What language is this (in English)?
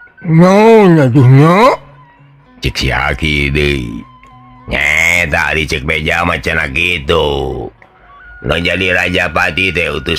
Sundanese